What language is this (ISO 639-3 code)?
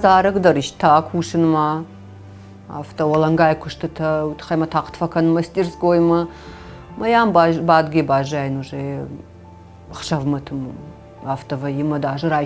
oss